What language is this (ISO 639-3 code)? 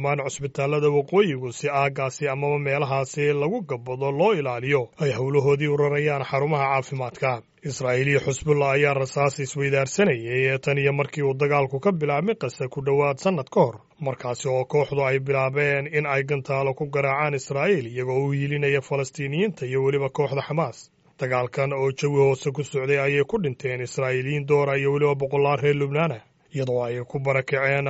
som